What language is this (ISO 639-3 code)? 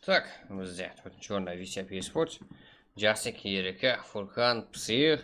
kaa